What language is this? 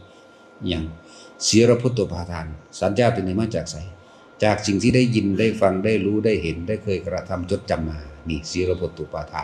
Northeastern Thai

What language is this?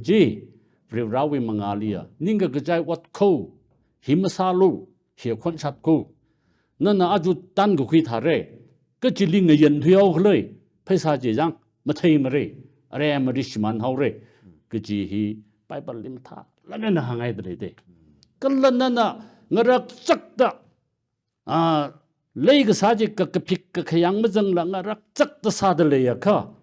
Tangkhul Naga (India)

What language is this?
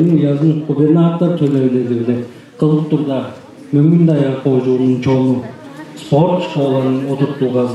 Tuvinian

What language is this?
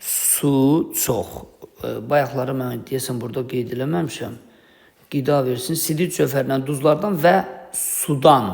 Azerbaijani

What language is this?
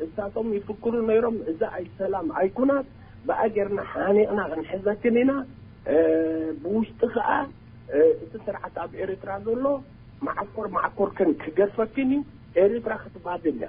Tigrinya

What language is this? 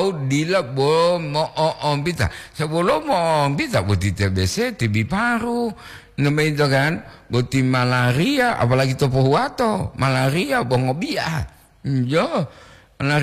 Gorontalo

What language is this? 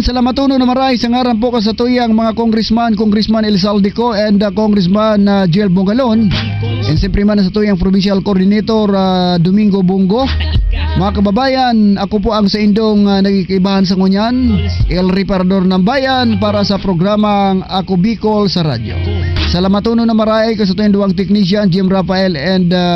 Bikol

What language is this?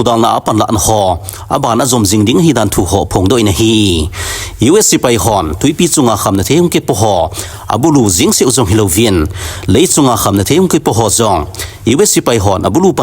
Thado Chin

